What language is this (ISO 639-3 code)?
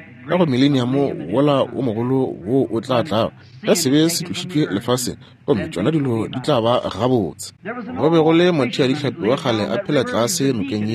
nso